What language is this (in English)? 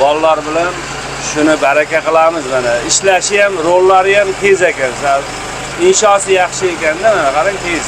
Uzbek